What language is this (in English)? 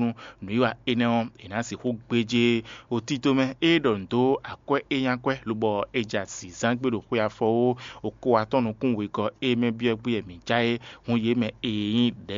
Fon